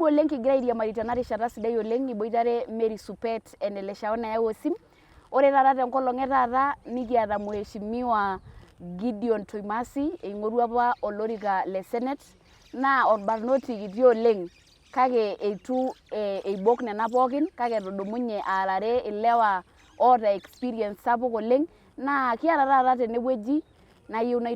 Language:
Masai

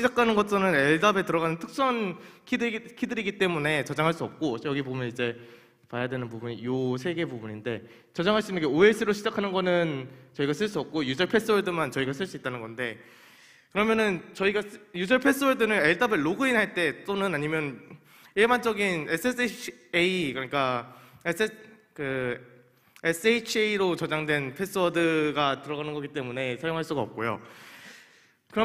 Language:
Korean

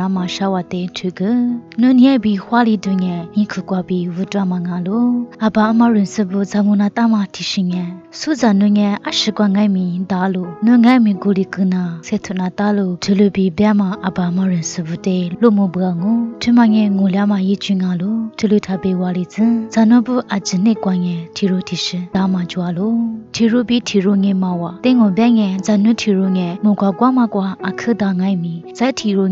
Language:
Lisu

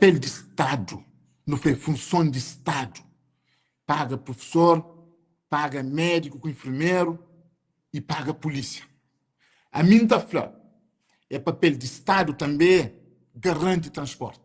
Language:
Kabuverdianu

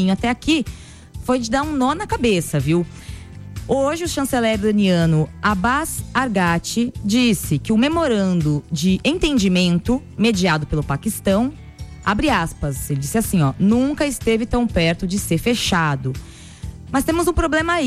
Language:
Portuguese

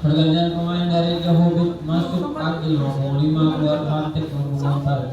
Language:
Ambonese Malay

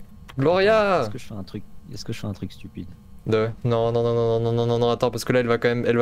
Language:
French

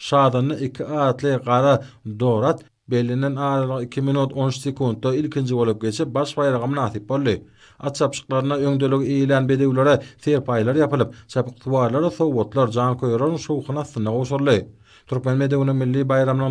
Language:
Turkmen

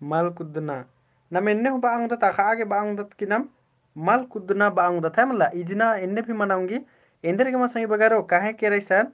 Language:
Kurukh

